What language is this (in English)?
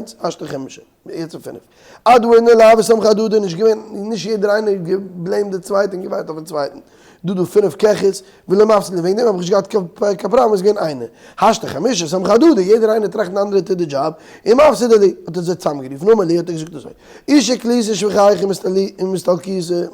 Yiddish